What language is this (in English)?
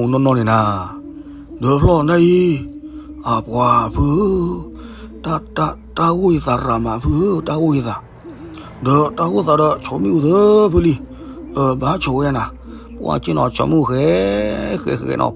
S'gaw Karen